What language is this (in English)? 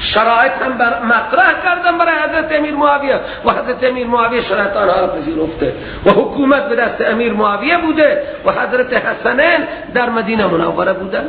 Persian